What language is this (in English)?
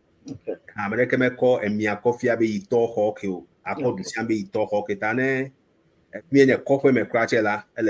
Ewe